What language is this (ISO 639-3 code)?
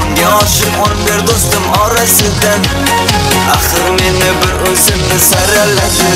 tuk